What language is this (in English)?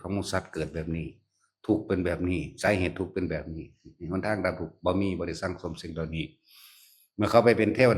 Northeastern Thai